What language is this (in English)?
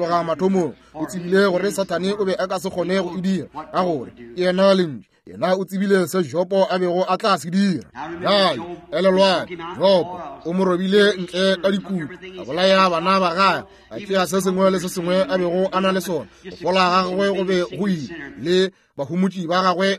Northern Sotho